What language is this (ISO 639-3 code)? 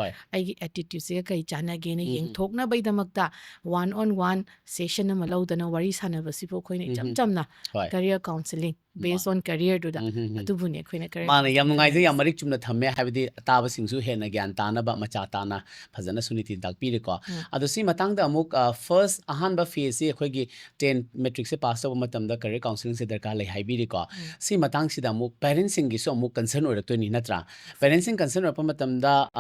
mni